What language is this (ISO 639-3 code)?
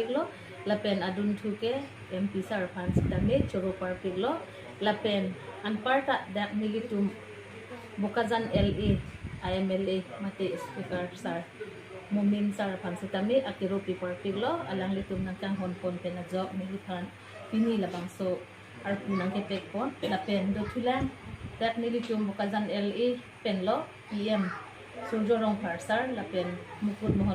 mjw